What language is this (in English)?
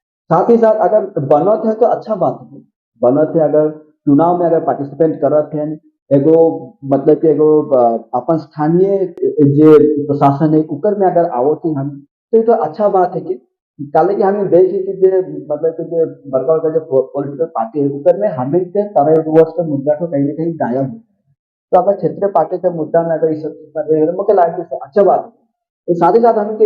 Sadri